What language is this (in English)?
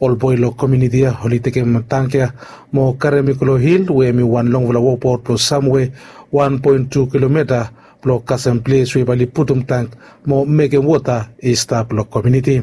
Bislama